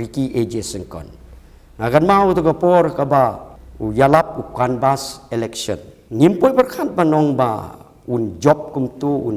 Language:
Khasi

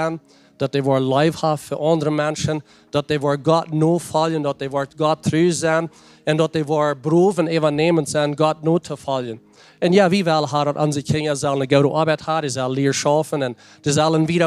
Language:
Plautdietsch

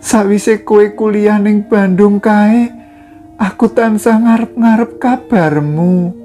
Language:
Javanese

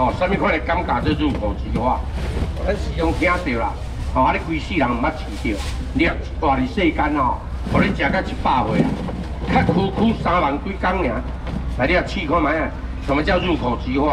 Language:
Min Nan Chinese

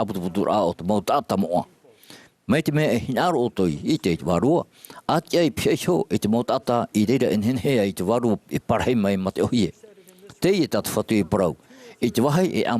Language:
Tahitian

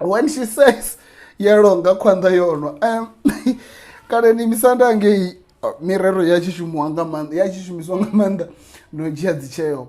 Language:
Venda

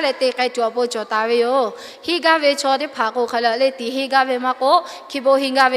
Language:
Lahu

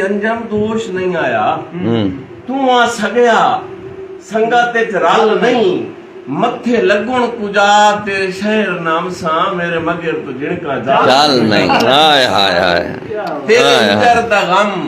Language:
Saraiki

